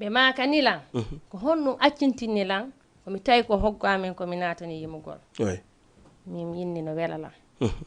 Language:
Fula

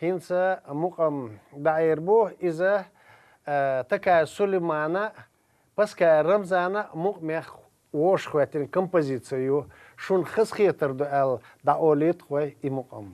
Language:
Chechen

